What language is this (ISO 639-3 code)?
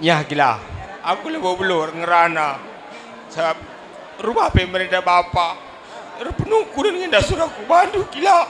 btx